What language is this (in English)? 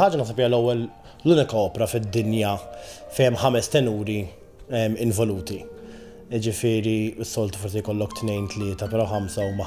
Maltese